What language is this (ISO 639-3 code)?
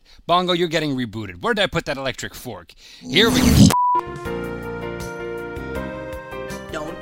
eng